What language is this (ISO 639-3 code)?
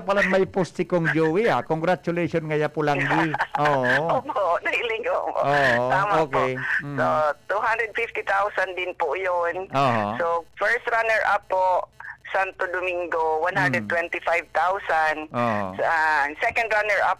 bik